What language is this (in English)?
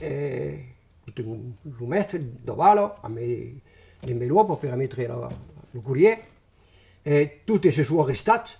Occitan